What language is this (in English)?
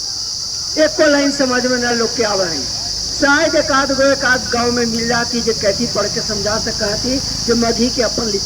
Magahi